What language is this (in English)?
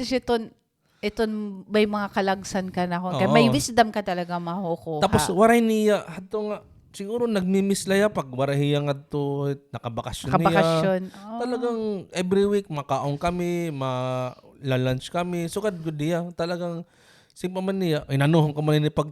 Waray